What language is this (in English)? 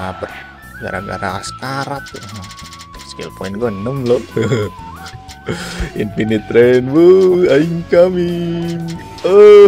Indonesian